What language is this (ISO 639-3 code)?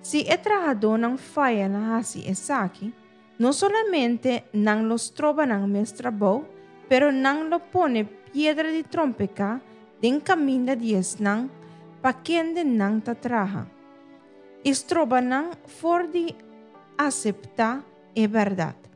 pap